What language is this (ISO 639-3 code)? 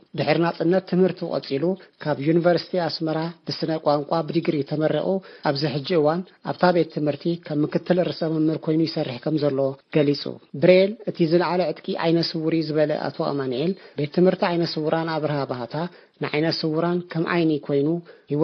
tir